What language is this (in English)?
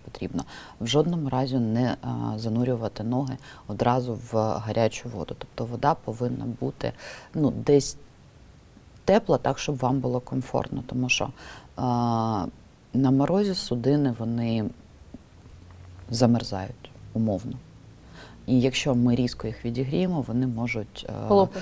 Ukrainian